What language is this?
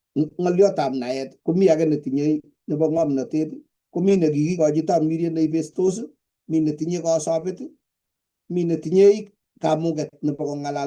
Kalenjin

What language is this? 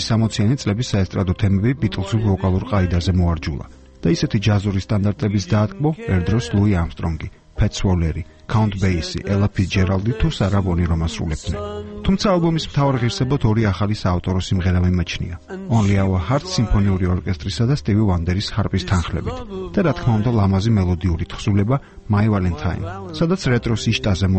Georgian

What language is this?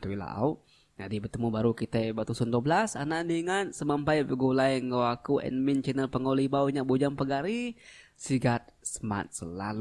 Iban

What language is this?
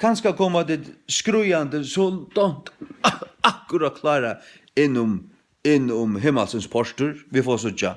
Faroese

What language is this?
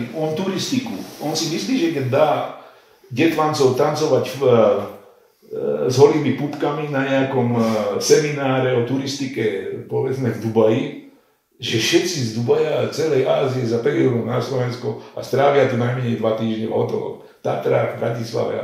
Slovak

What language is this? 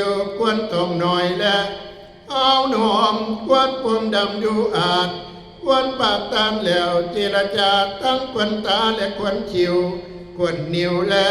Northeastern Thai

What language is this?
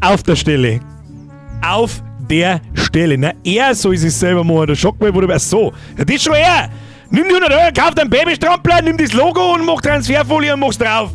Bavarian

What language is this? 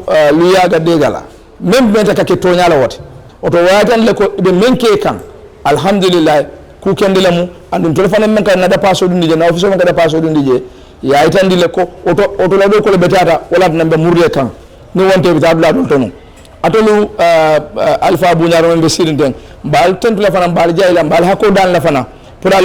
Fula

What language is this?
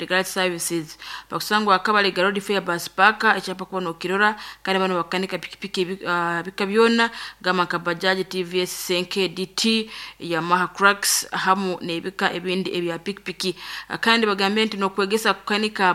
Nyoro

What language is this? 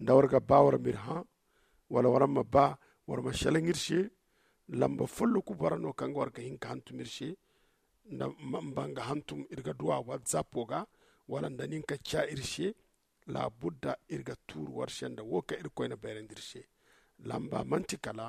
Zarma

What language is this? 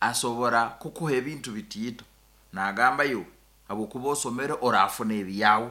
Nyankole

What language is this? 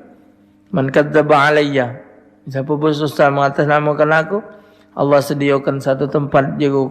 Musi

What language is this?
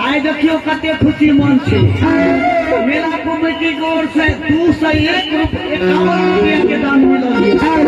Maithili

